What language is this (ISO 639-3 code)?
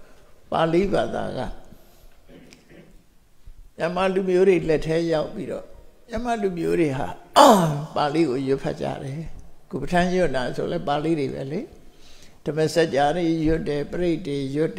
mya